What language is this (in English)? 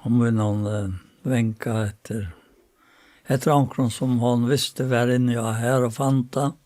Faroese